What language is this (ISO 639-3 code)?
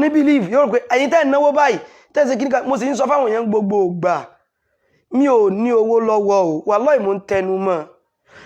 yor